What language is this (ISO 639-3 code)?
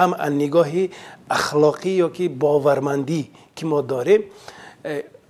tgk